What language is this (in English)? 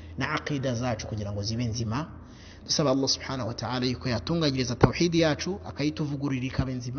Kinyarwanda